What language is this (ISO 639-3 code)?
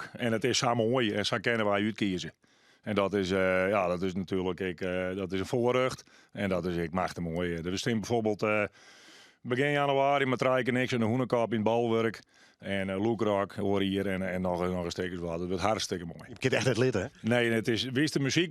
fry